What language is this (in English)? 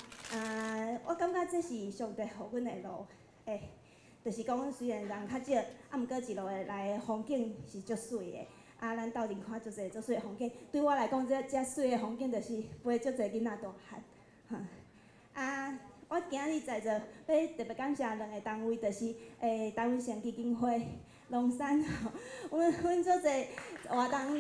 Min Nan Chinese